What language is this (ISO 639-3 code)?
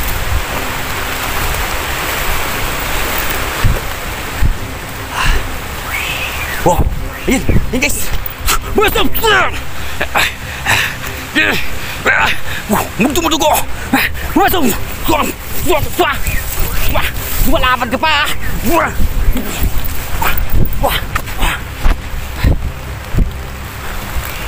fil